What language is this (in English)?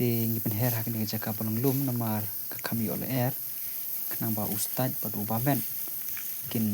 Khasi